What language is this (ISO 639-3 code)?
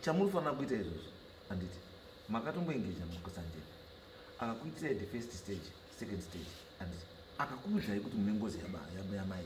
sna